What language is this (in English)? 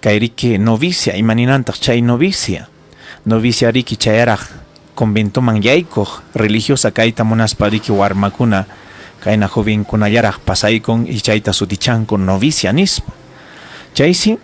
Ayacucho Quechua